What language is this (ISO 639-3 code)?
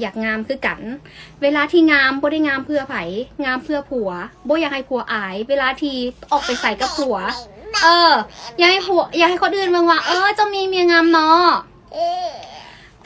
lao